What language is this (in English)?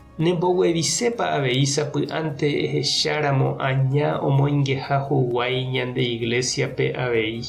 Guarani